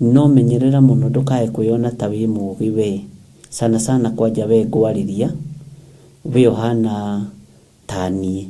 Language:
Kikuyu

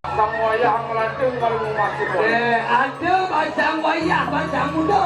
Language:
Balinese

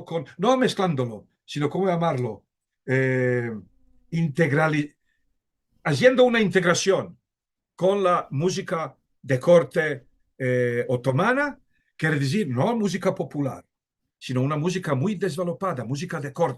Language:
Ladino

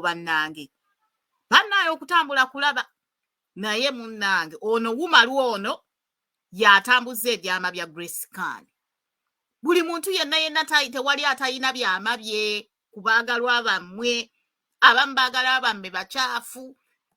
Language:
Ganda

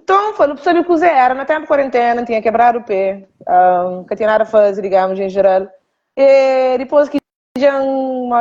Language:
Kabuverdianu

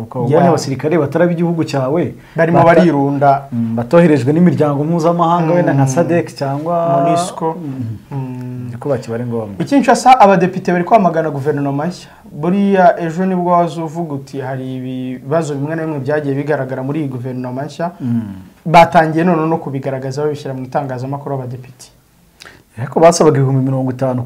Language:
Kinyarwanda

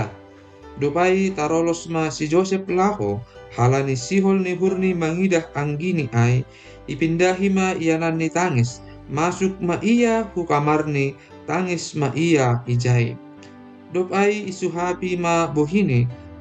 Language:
Batak Simalungun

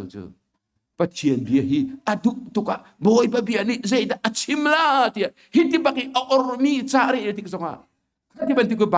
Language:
Hakha Chin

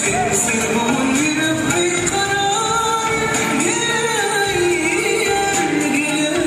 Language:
Turkmen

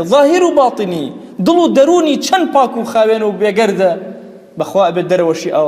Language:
Central Kurdish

